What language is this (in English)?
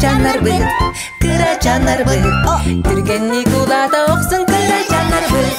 Yakut